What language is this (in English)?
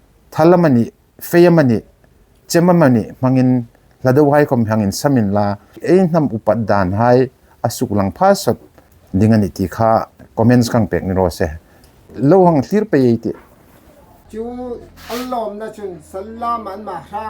Hmar